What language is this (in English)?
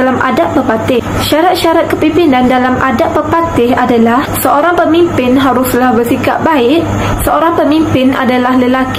Malay